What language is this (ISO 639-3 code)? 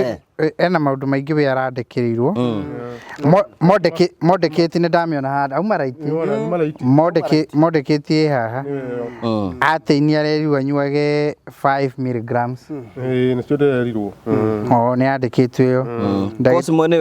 kik